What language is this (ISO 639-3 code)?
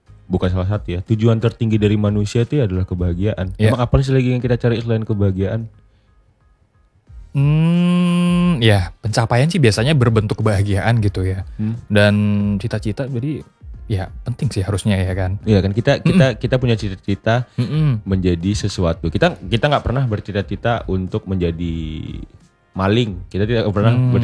ind